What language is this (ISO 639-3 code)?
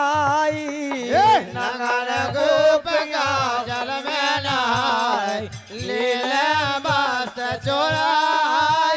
bns